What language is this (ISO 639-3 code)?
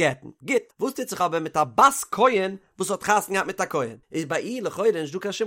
yid